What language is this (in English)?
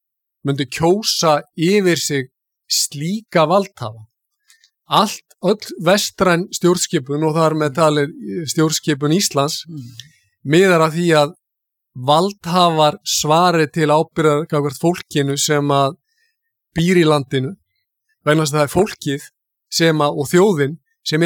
Icelandic